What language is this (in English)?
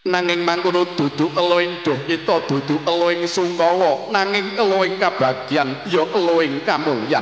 Javanese